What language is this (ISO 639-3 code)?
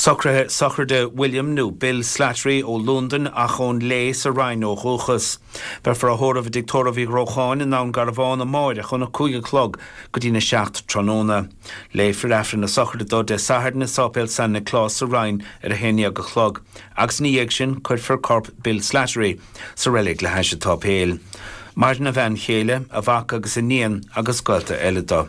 gle